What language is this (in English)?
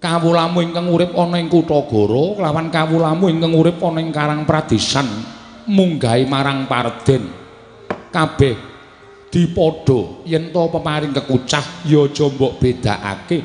Javanese